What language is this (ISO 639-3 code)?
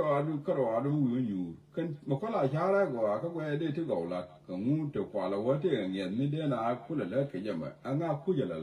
nus